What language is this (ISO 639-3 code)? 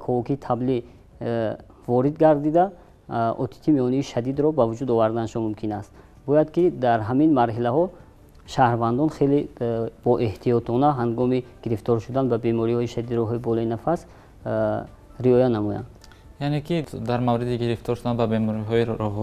tgk